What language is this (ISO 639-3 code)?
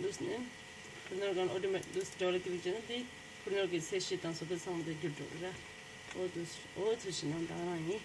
bod